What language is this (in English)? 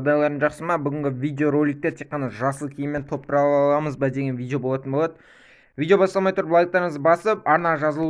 Kazakh